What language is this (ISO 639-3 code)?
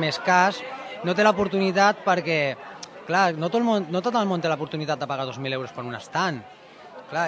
cat